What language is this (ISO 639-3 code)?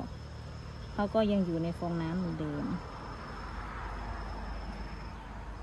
tha